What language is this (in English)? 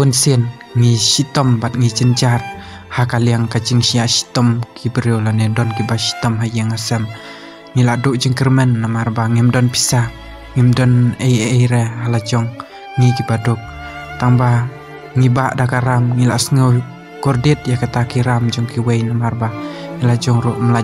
Khasi